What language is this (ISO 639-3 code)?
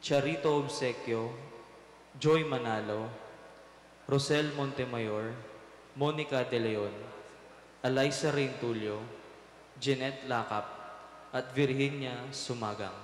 pam